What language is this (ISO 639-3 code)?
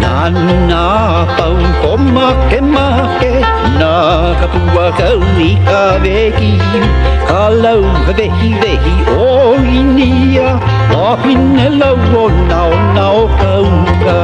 haw